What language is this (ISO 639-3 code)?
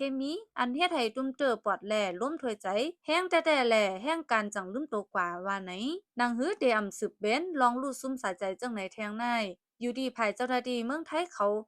shn